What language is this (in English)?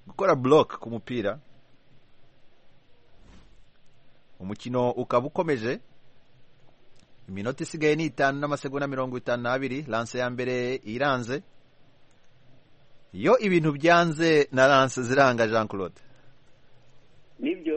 Kinyarwanda